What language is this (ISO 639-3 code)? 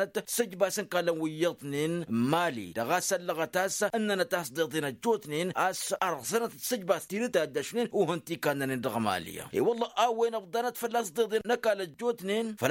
taq